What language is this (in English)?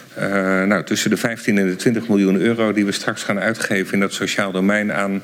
Dutch